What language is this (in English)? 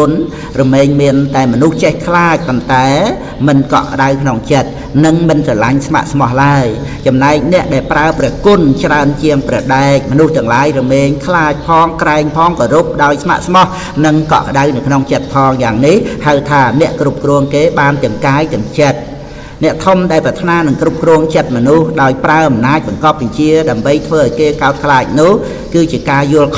Khmer